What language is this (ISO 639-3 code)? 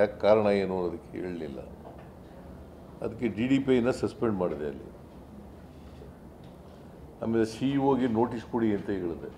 kan